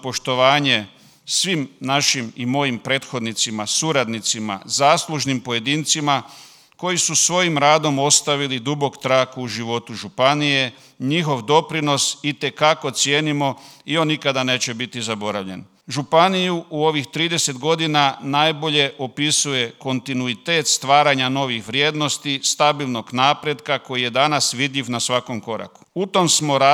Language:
Croatian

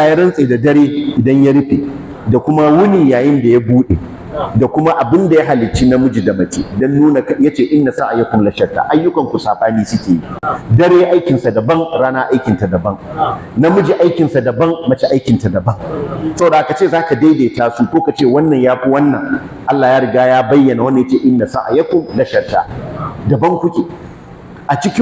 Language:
Hausa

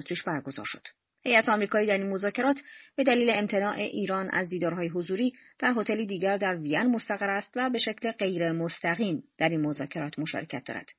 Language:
Persian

